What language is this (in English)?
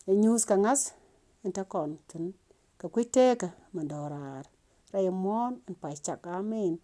Nuer